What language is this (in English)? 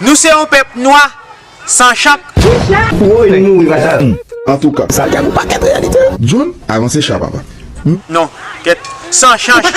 Haitian Creole